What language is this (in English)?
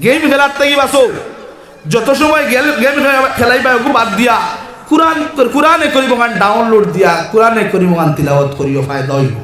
Sylheti